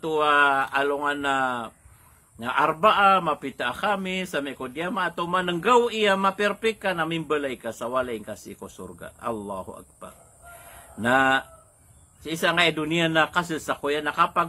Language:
Maranao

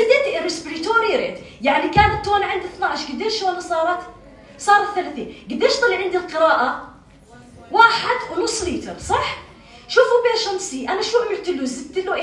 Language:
North Levantine Arabic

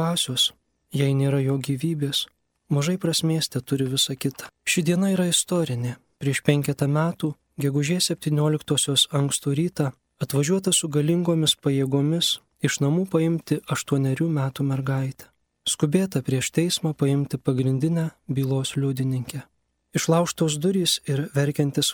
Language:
Lithuanian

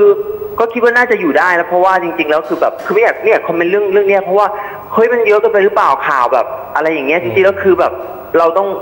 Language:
Thai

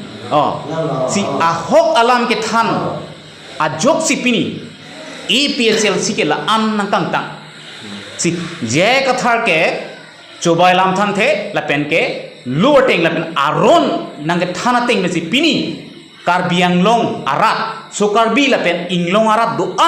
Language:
Karbi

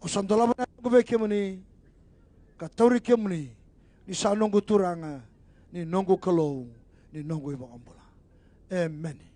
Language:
Fijian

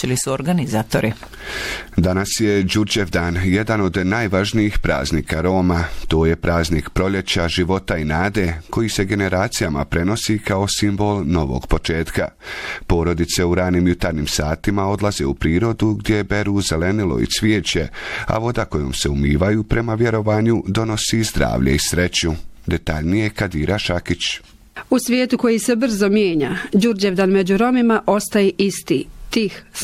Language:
Bosnian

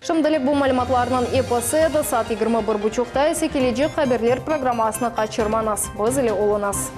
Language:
Crimean Tatar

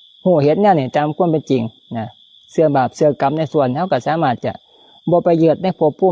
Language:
Lao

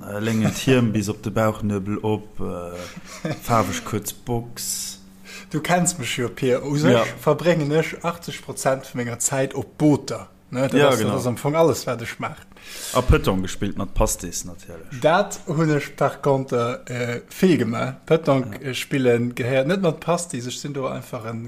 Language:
Luxembourgish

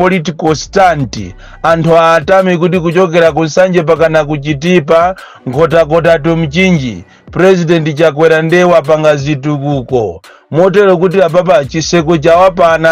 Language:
Nyanja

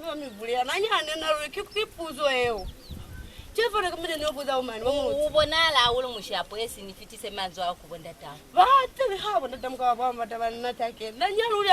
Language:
Lozi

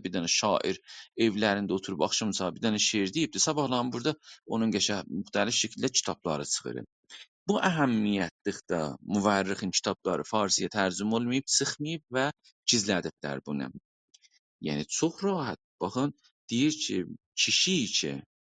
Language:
South Azerbaijani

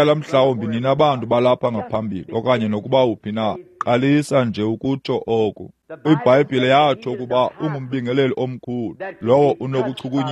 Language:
Xhosa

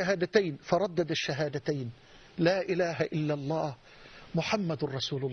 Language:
Arabic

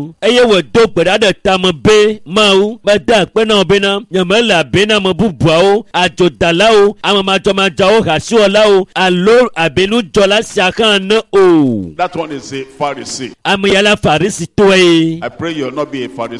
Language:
Ewe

